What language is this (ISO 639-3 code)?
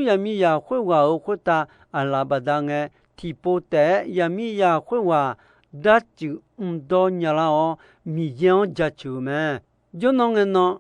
ahk